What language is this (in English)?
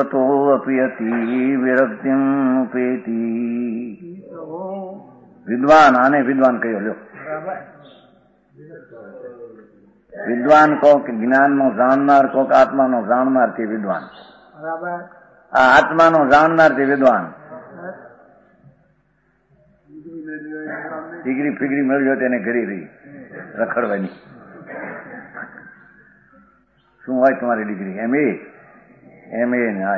Gujarati